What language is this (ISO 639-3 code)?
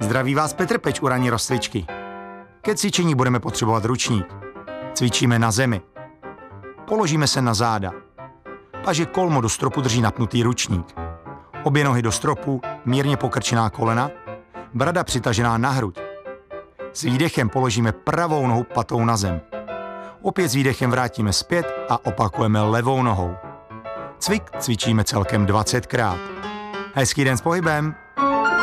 ces